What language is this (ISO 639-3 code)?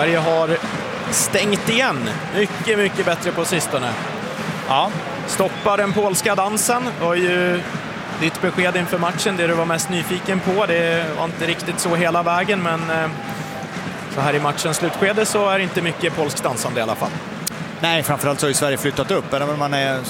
swe